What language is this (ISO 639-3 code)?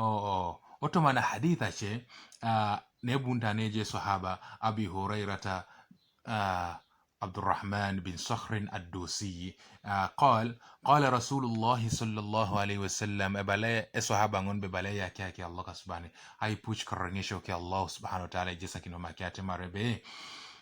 teo